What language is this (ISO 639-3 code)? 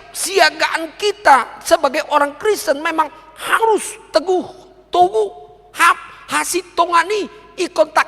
bbc